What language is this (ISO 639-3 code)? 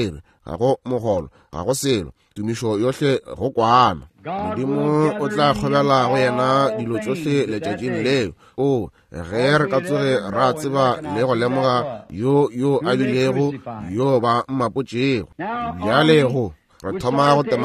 nso